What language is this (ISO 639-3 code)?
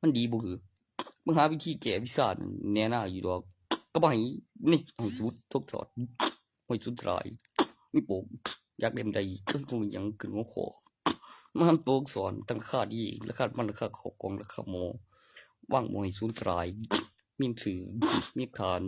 tts